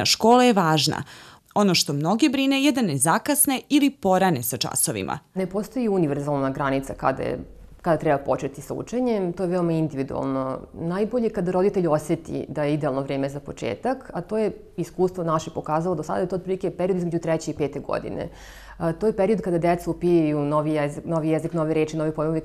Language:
Serbian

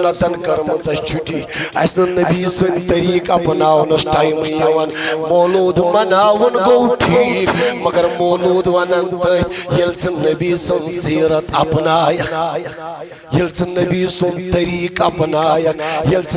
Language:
Kashmiri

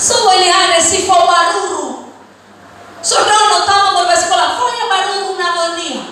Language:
Nias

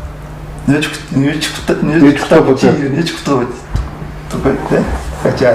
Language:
Nyankole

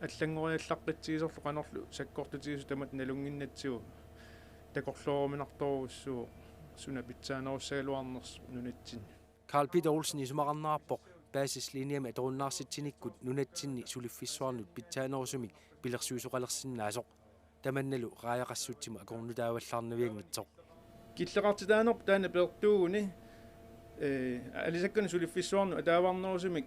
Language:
Kalaallisut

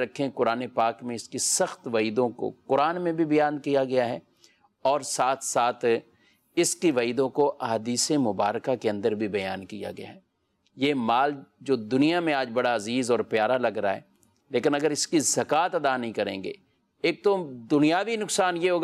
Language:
Urdu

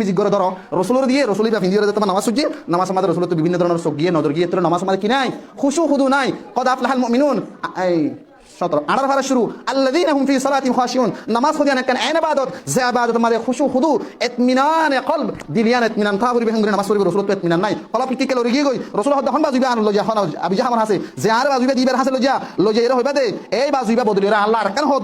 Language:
Rohingya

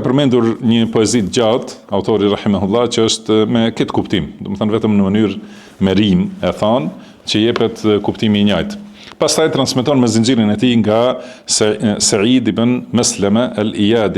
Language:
Albanian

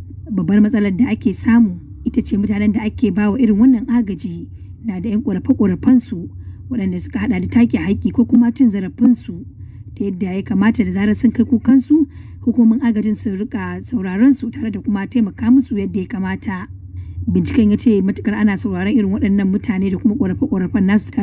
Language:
Hausa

